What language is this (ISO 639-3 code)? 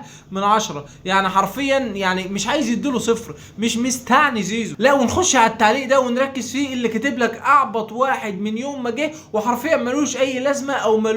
arz